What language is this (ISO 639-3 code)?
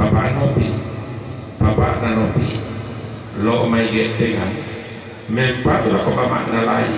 sda